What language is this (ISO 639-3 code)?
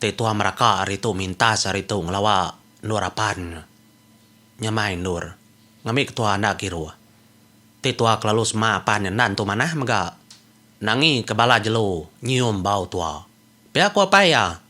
iba